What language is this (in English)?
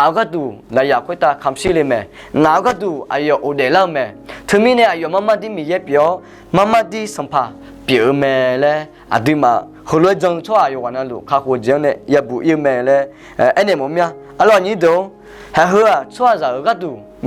Akha